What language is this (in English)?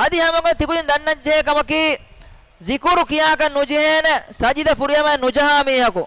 Divehi